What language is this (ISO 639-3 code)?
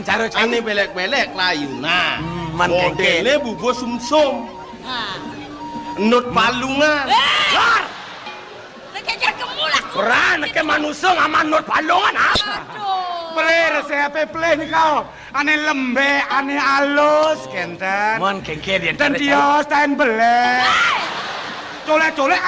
ban